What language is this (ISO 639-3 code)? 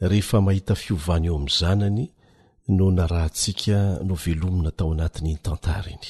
mlg